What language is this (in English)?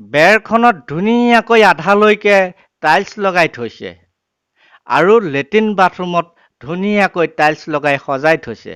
Assamese